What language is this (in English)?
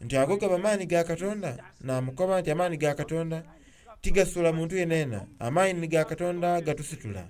Soga